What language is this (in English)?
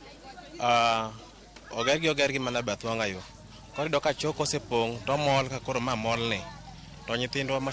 Luo (Kenya and Tanzania)